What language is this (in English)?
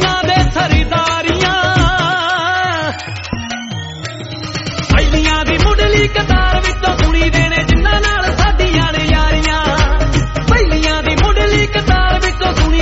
Punjabi